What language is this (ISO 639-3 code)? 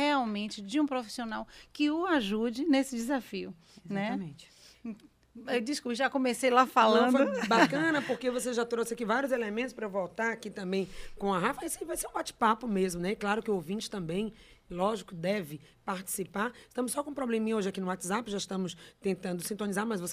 por